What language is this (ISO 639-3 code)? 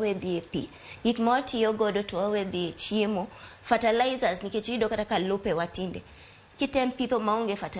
luo